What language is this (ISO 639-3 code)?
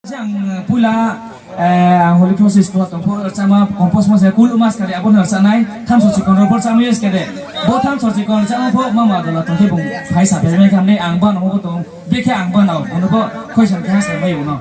ria